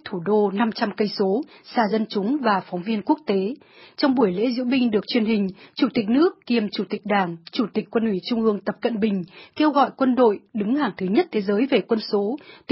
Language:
Vietnamese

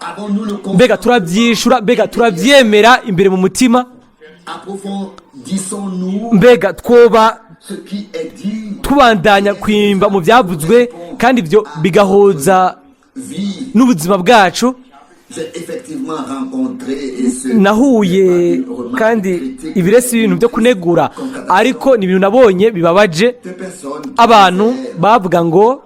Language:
Rundi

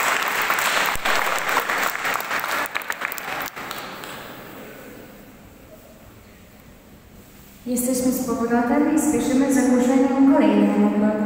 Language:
Polish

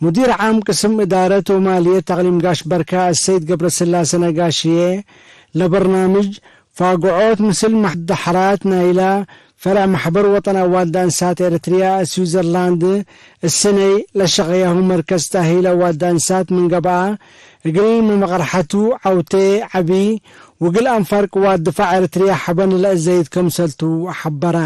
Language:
Tigre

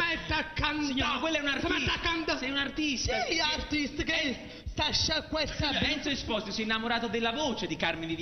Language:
Neapolitan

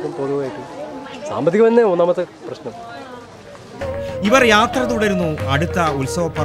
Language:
Malayalam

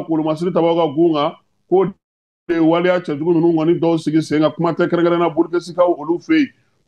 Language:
Bambara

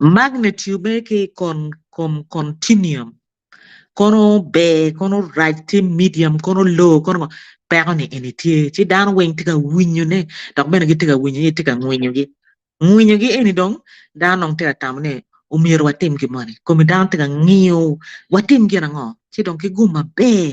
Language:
Acoli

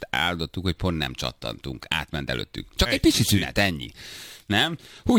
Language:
Hungarian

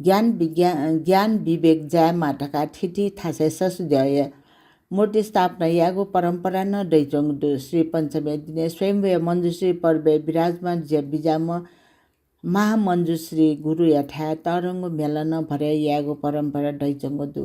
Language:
Newari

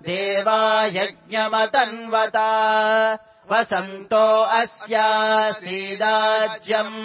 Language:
Sanskrit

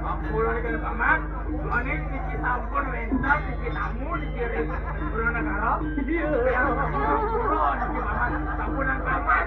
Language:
Balinese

